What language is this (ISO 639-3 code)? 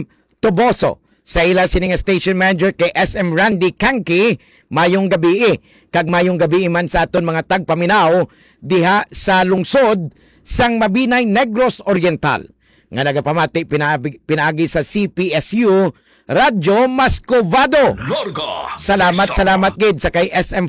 hil